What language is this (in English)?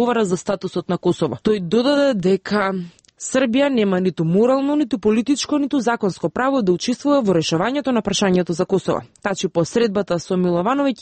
Macedonian